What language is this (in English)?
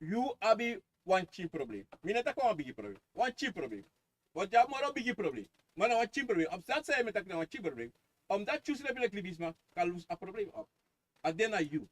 Sranan Tongo